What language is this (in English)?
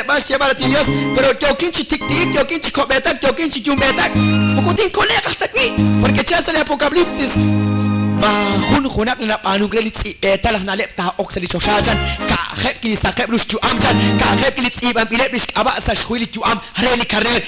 Kekchí